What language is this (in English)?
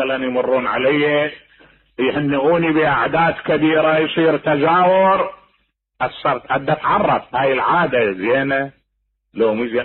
Mesopotamian Arabic